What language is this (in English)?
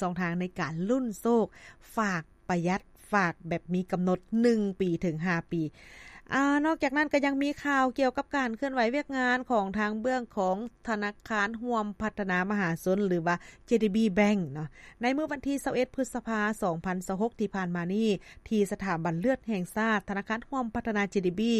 Lao